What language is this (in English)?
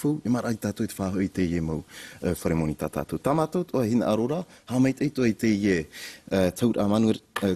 Tahitian